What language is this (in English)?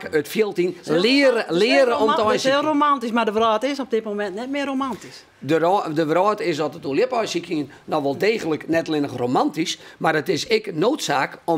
Western Frisian